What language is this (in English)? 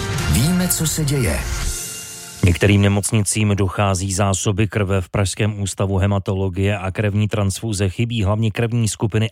Czech